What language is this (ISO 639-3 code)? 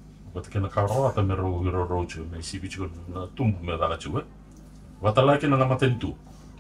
fij